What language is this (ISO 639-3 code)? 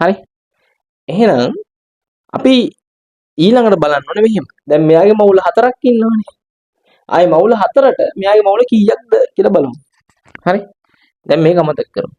sin